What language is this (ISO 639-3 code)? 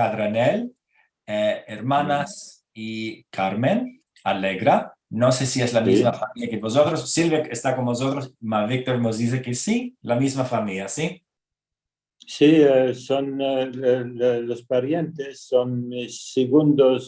lad